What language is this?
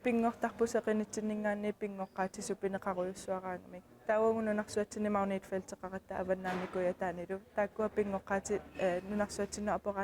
Kalaallisut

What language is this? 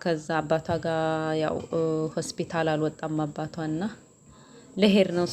Amharic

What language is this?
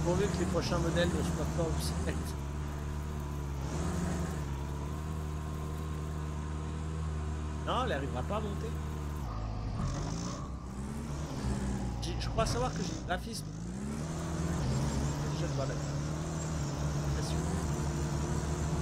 French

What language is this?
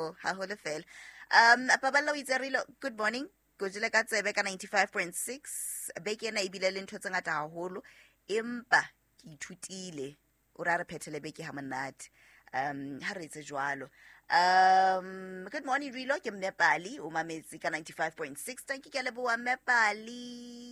Southern Sotho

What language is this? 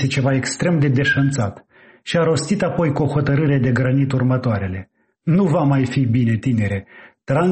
Romanian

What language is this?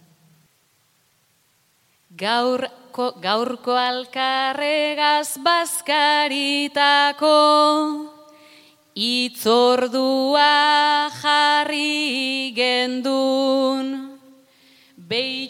Basque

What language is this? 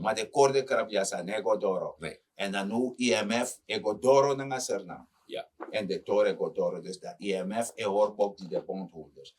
Sranan Tongo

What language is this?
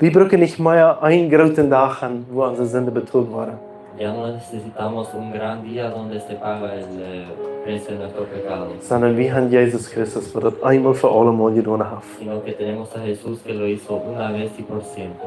Plautdietsch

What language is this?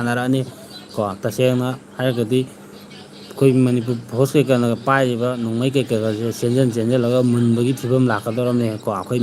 Manipuri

